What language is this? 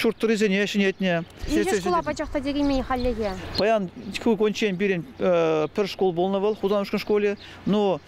Chuvash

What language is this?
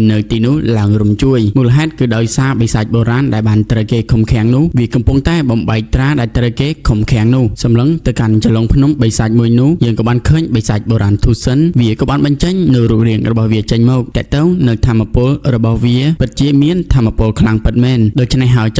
Khmer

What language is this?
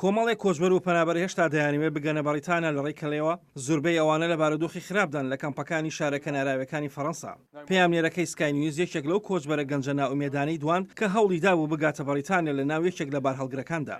Central Kurdish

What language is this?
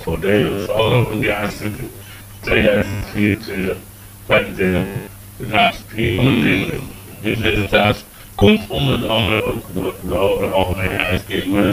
Dutch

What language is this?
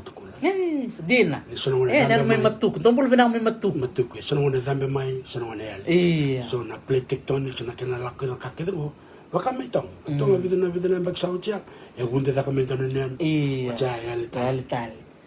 Fijian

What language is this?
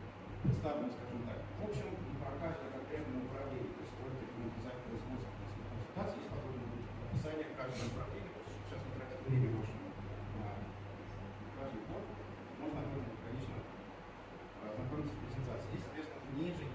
Russian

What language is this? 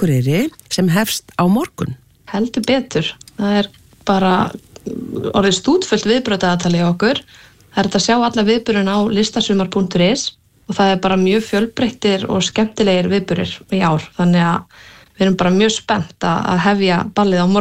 Icelandic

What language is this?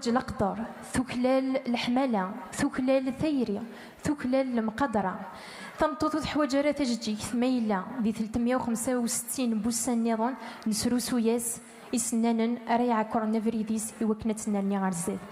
Kabyle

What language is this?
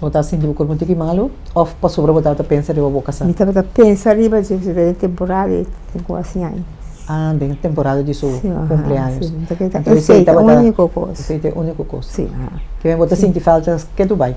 Papiamento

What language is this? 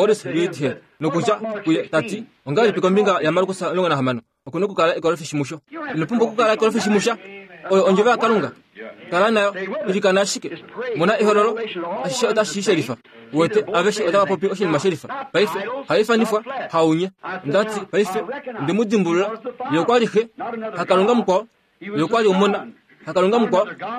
Kuanyama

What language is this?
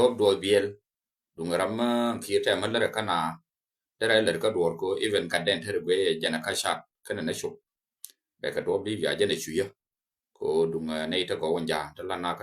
Nuer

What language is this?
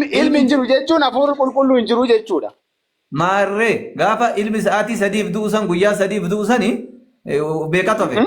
Oromo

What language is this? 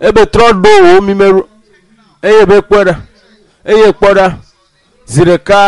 Ewe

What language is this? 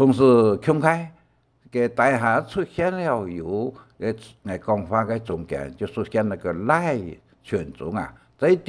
Hakka Chinese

